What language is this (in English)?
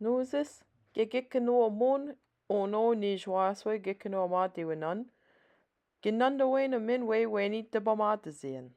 Chippewa